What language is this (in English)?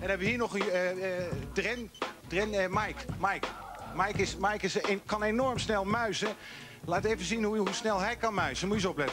Dutch